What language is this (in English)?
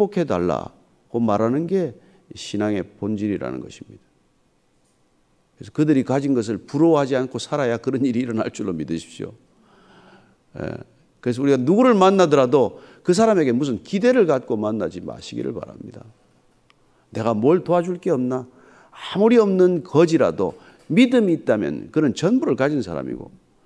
Korean